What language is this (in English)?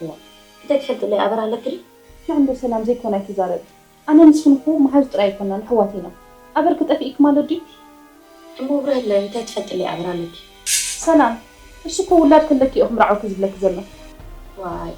Tigrinya